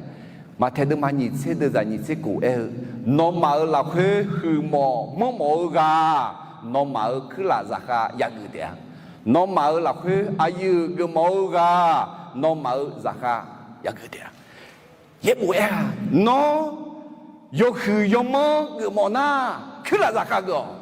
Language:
Akha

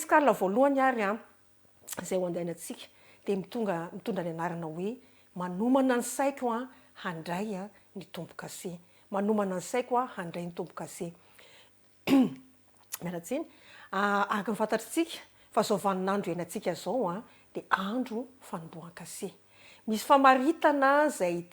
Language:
Malagasy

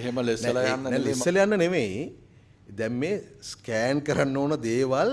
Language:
Sinhala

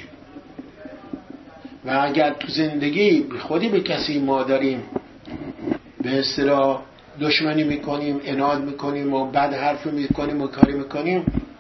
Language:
Persian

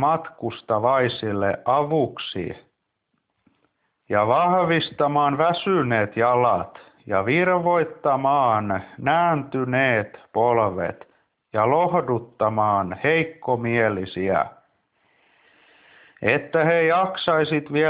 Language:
Finnish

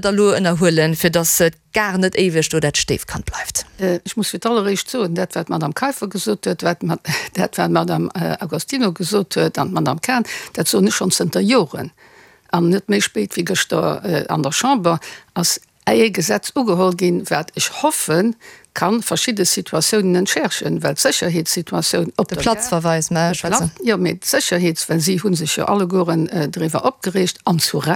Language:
Luxembourgish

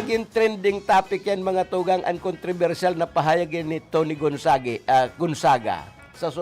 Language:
Bikol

